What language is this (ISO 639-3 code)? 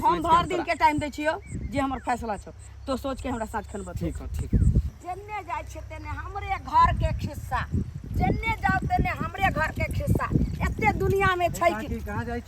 mai